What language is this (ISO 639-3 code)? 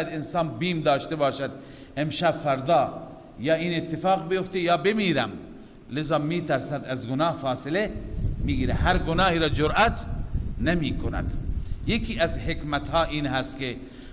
fas